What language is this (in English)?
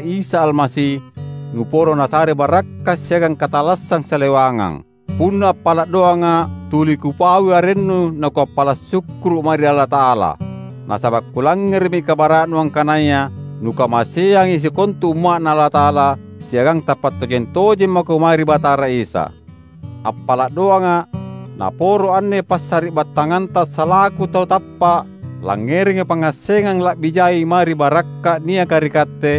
Makasar